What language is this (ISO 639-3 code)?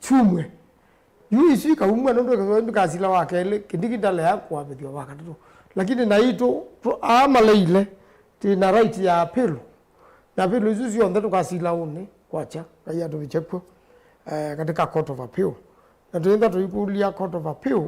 kam